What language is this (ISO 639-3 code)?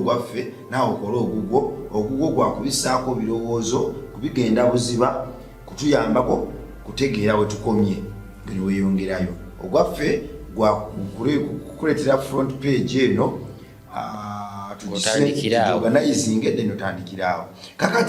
lug